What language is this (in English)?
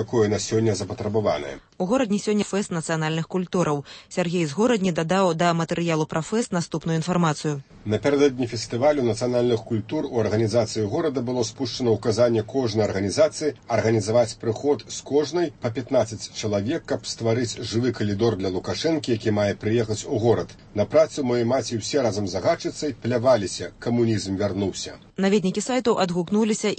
Belarusian